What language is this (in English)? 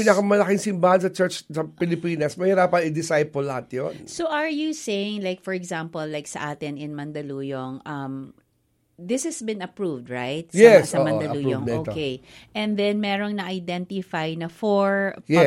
Filipino